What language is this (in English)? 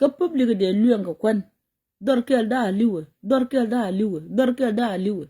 Nuer